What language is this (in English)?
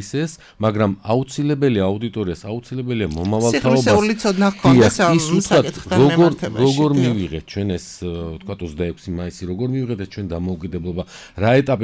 Georgian